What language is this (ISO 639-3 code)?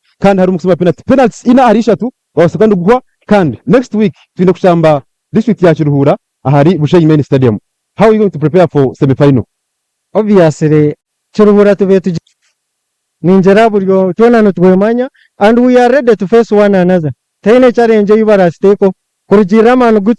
nyn